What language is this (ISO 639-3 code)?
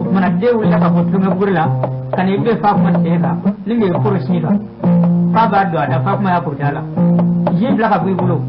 bam